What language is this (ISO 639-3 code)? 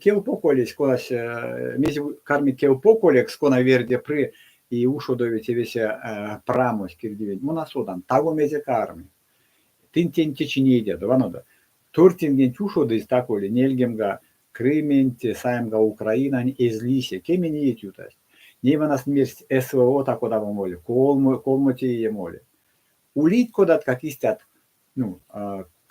myv